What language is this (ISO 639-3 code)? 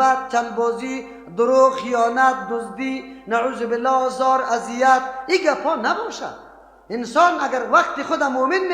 fas